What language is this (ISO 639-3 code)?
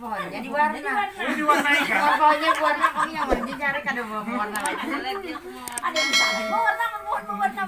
bjn